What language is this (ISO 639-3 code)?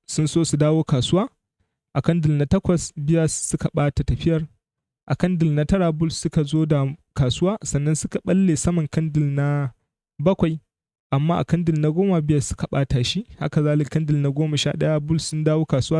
hau